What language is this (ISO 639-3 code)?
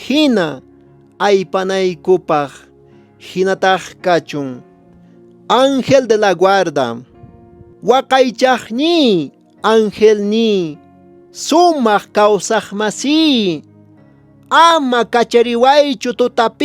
que